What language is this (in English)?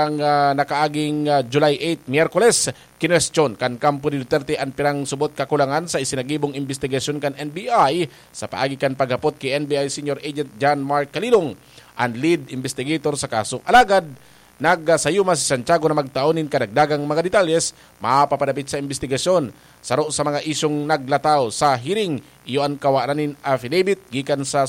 Bikol